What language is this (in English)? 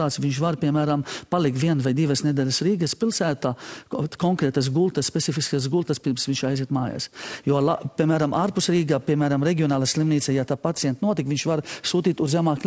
Latvian